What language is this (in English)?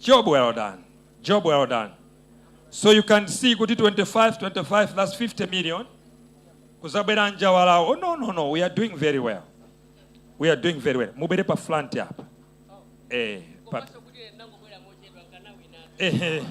Nyanja